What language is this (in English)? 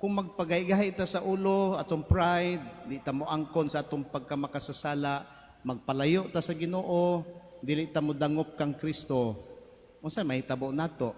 Cebuano